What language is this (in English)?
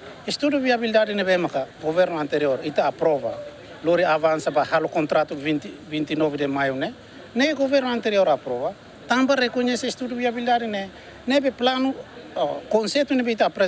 Tetum